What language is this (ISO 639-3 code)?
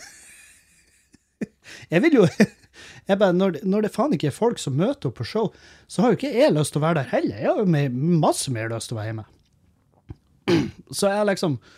nor